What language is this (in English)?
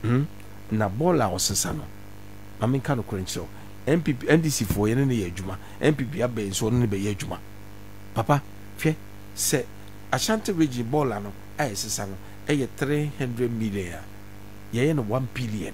Akan